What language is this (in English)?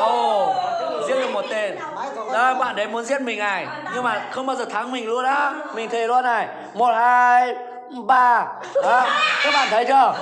Hmong